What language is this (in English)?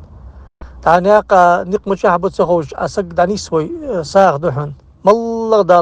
Ingush